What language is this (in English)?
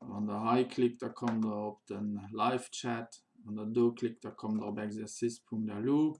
Luxembourgish